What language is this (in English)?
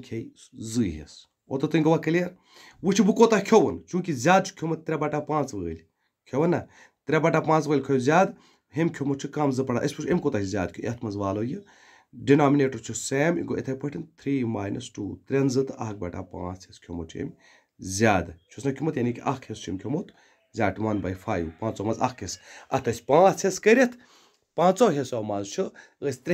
Kashmiri